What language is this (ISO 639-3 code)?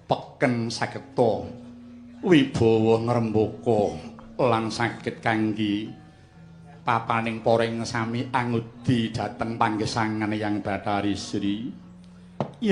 jav